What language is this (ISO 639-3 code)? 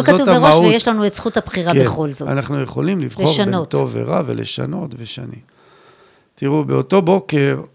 heb